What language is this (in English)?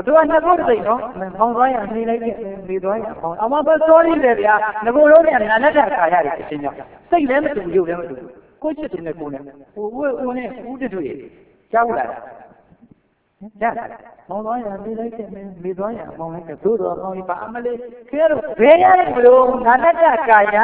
Burmese